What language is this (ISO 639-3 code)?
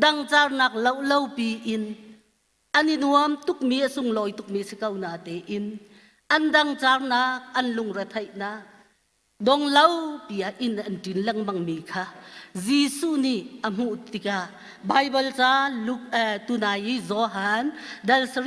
cnh